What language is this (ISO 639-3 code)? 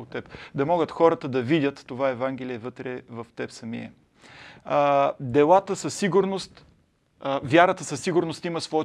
bul